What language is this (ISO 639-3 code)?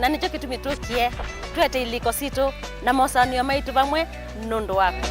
kam